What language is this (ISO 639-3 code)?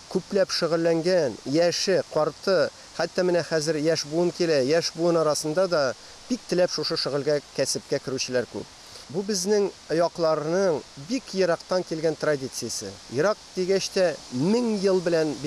tat